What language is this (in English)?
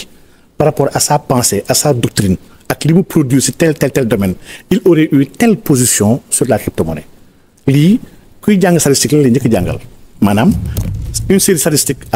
Wolof